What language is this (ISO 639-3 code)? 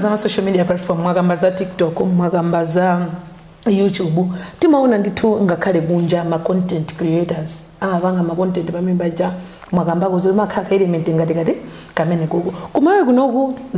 nya